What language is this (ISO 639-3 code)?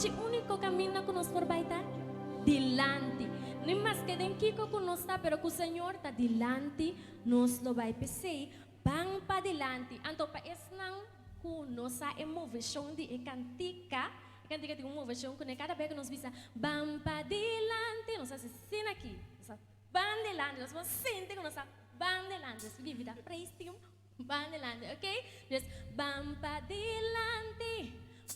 pap